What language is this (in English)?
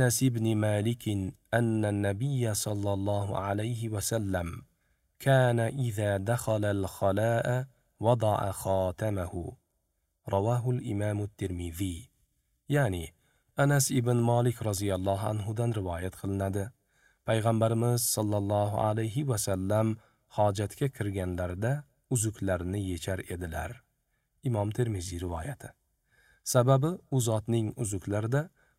Uzbek